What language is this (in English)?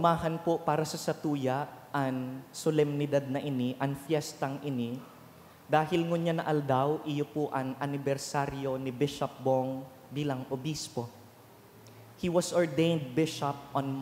Bikol